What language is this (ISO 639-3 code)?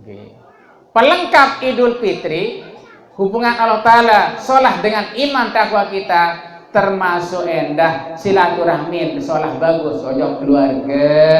sas